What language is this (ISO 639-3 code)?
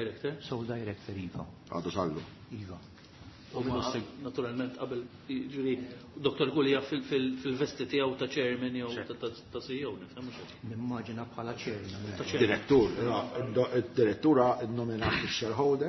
mlt